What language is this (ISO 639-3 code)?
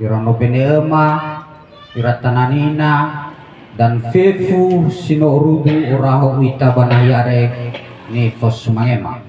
nia